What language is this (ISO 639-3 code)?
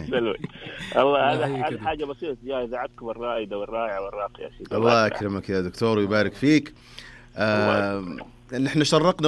ars